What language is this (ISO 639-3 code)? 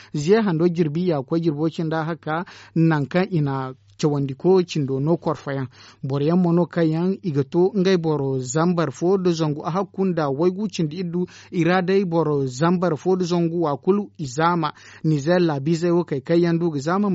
dje